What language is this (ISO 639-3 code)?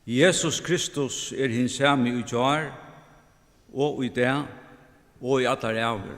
fao